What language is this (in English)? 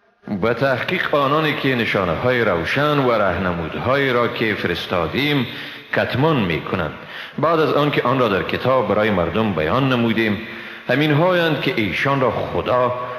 Persian